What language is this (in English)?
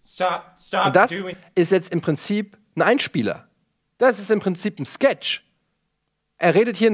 German